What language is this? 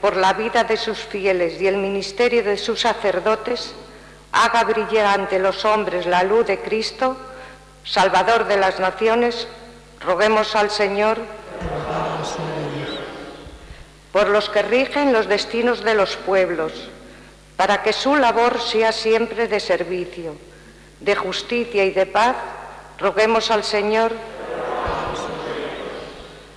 Spanish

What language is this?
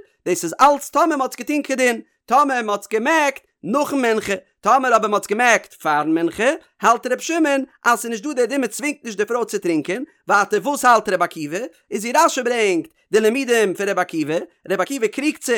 Yiddish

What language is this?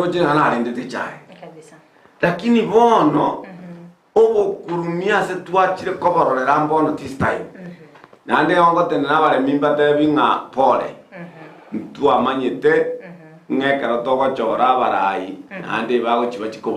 Gusii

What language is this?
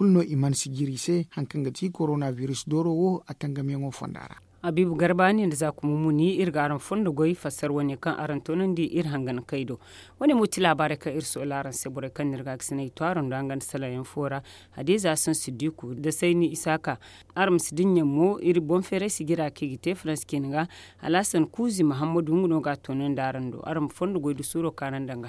Zarma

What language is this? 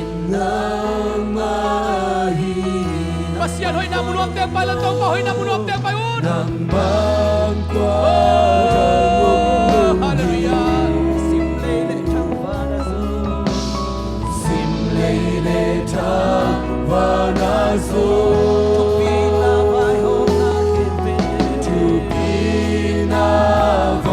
Tedim Chin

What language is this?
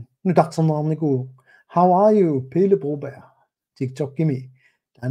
Kalaallisut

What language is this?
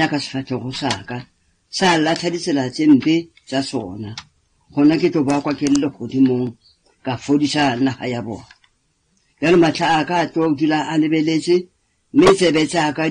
Northern Sotho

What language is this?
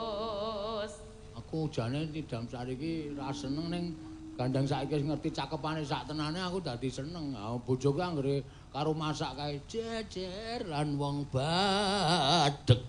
Javanese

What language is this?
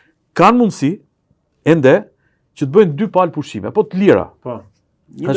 Albanian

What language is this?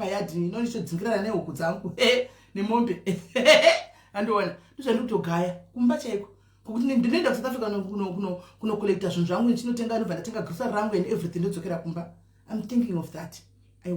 Shona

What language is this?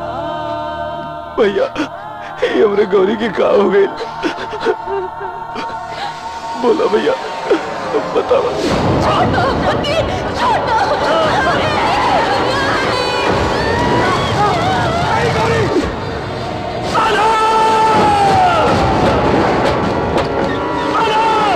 Bhojpuri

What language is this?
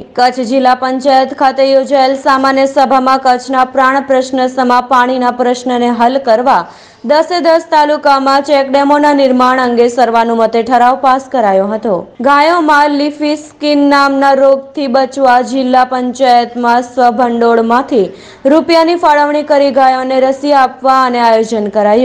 Gujarati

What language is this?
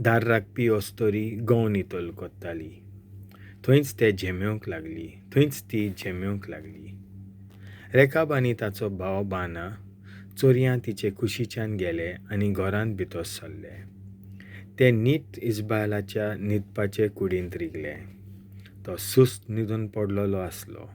Konkani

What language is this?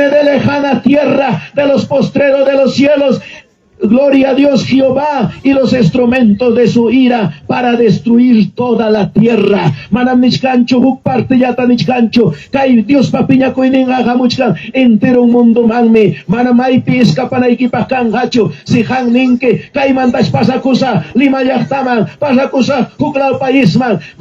Ayacucho Quechua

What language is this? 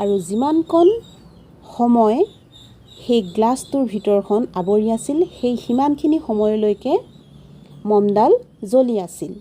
Assamese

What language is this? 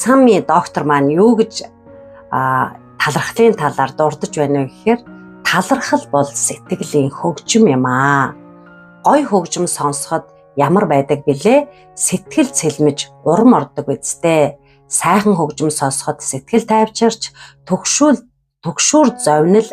Mongolian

